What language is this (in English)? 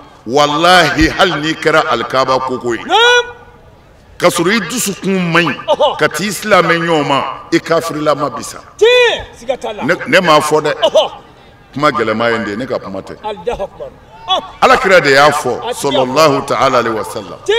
Bambara